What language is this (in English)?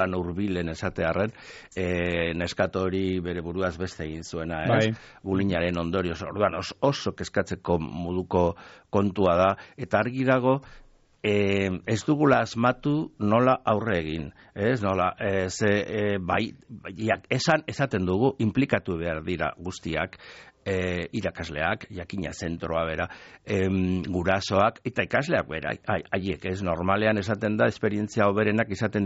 Basque